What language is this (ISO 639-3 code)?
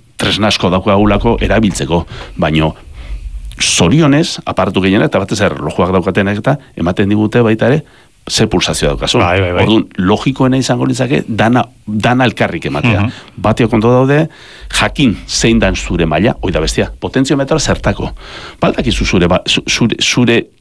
eus